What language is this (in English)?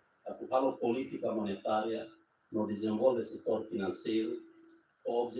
Tetum